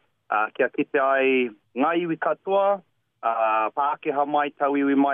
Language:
Māori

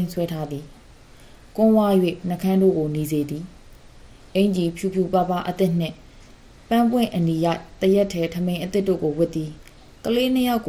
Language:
Burmese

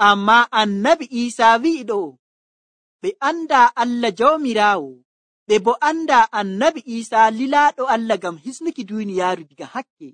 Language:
Nigerian Fulfulde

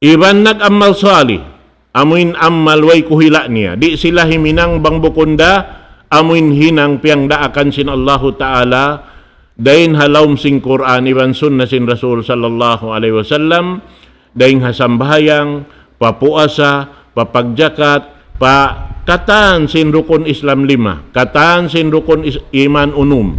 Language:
Tausug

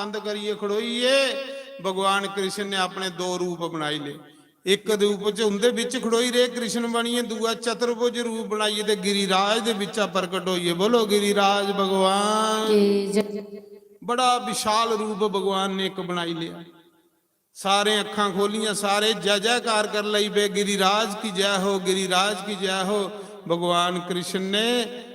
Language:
Dogri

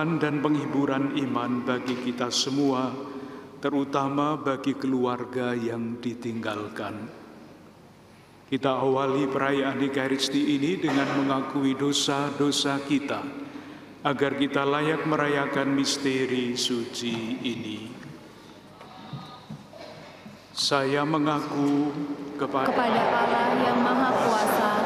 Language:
Indonesian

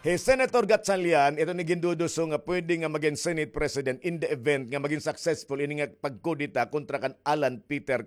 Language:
Waray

